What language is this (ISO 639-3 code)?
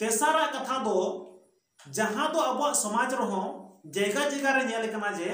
sat